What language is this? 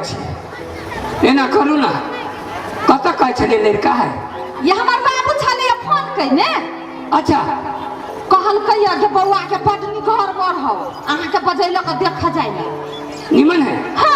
Maithili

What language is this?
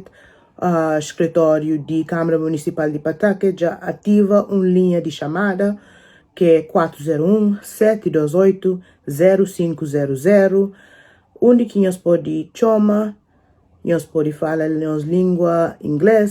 Kabuverdianu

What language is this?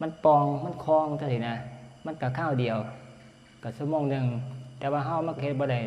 Northeastern Thai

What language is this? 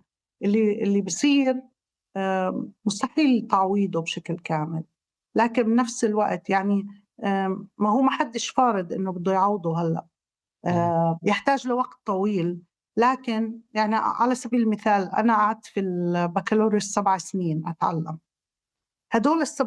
North Levantine Arabic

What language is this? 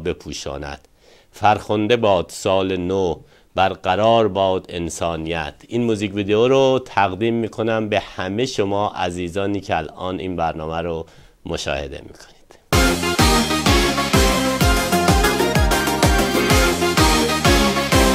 Persian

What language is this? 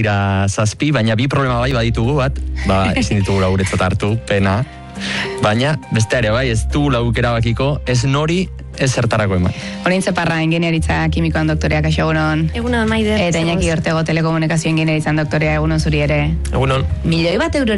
Basque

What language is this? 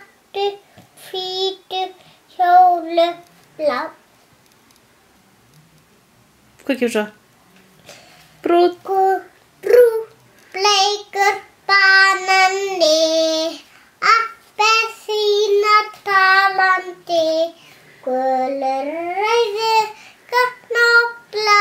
Icelandic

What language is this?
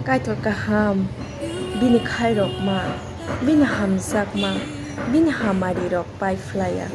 Kok Borok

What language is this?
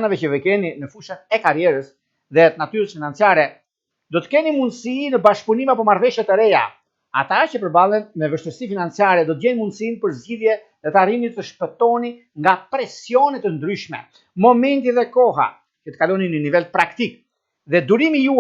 Albanian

